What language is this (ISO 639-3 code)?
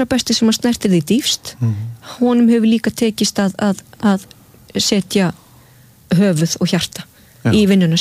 isl